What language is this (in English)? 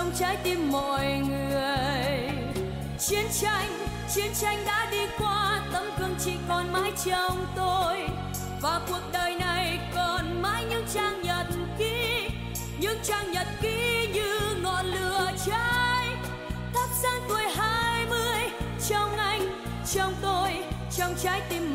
Vietnamese